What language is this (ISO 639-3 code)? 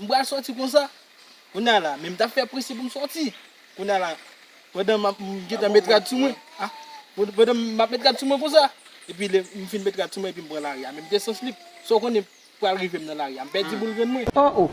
hat